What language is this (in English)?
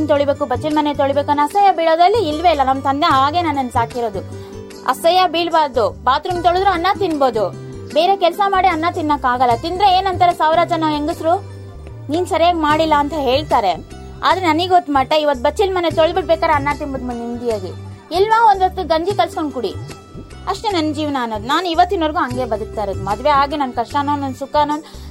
Kannada